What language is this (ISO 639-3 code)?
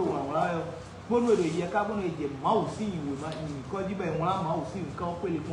fon